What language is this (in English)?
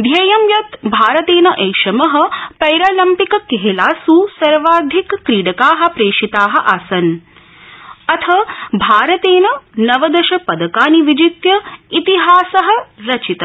Sanskrit